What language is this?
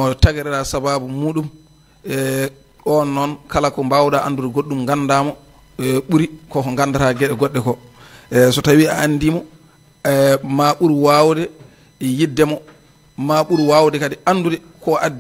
Fula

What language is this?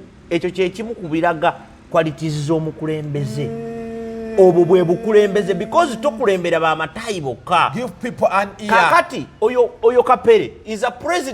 Ganda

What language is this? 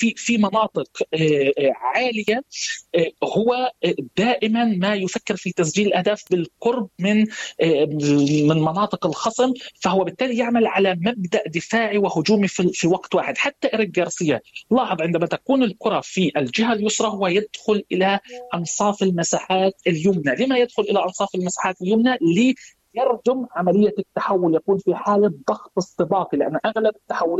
Arabic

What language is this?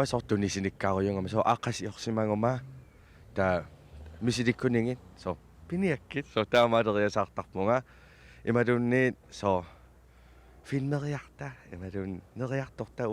Kalaallisut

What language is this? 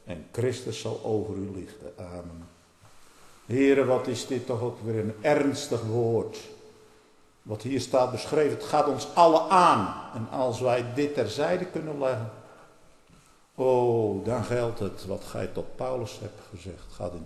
Dutch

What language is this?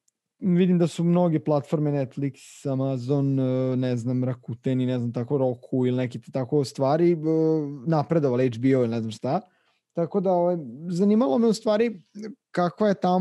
Serbian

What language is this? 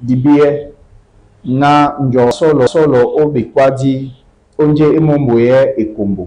Duala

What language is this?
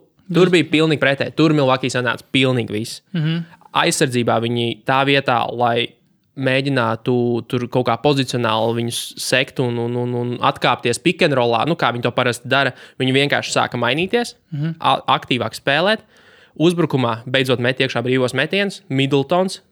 Latvian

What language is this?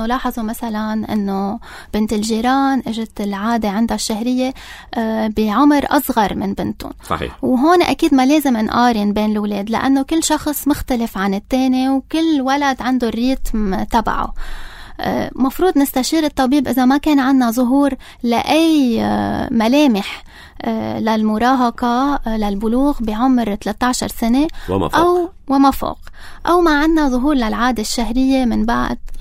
North Levantine Arabic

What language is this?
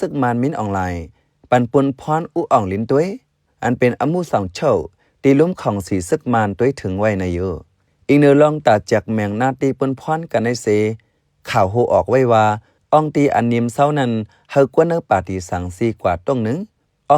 Shan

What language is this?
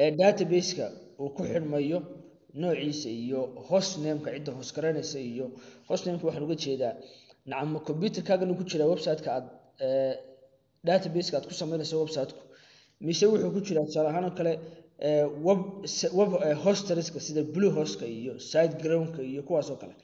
Somali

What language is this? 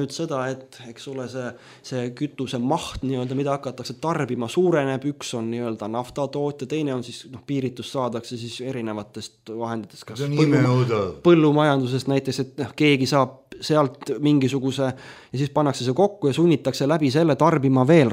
Estonian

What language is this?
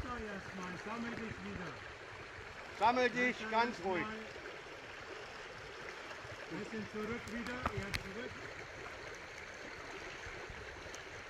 German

